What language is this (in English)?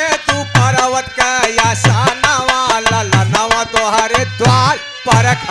Bhojpuri